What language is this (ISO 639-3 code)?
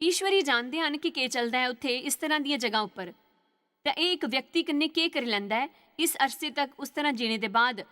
doi